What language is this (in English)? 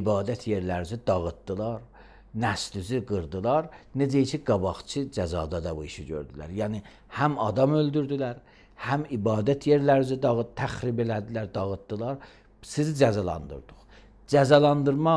Azerbaijani